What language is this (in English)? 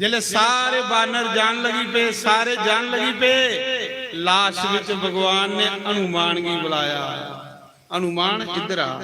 Dogri